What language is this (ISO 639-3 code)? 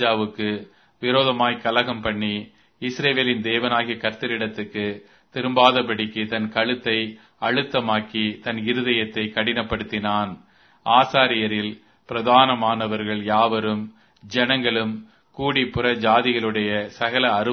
tam